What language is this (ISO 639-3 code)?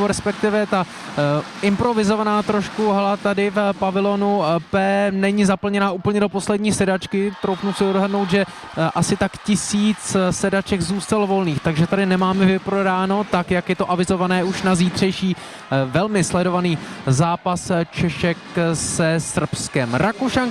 ces